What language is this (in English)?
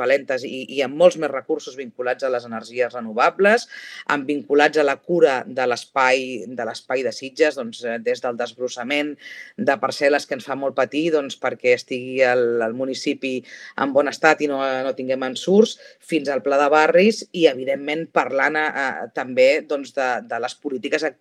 Catalan